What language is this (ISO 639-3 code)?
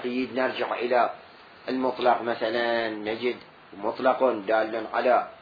acm